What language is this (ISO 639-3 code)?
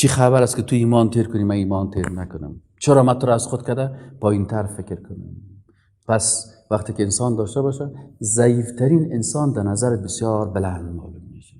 fas